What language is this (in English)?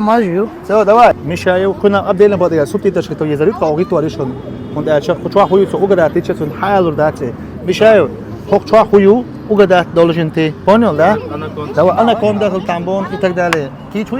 Chechen